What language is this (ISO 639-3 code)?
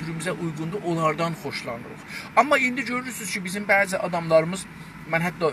azb